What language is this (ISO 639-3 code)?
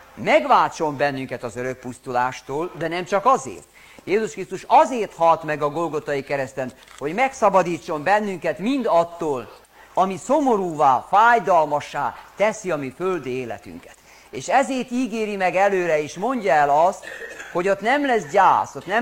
hun